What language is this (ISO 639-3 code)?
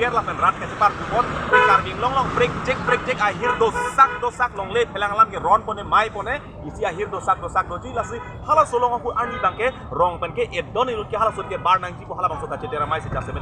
mjw